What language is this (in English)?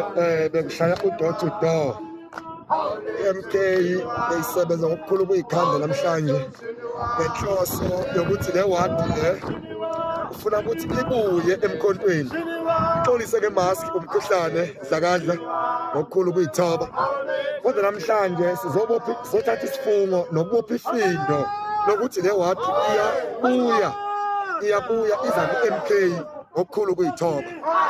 Zulu